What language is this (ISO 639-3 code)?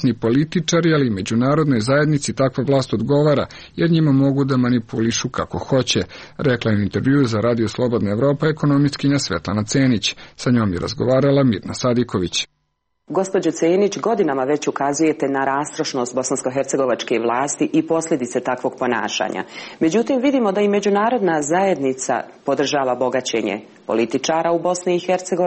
srp